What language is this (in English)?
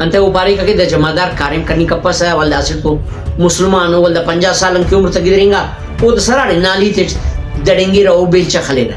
Brahui